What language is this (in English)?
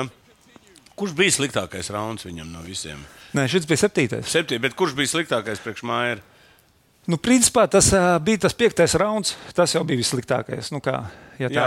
Latvian